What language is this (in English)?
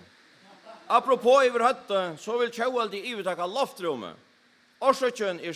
Faroese